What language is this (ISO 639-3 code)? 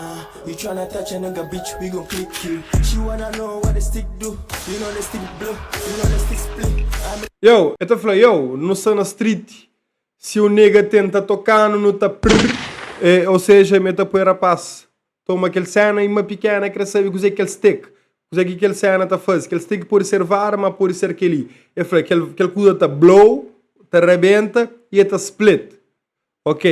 kea